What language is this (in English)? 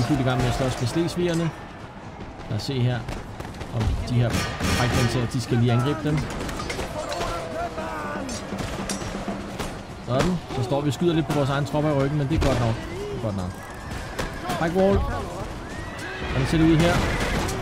Danish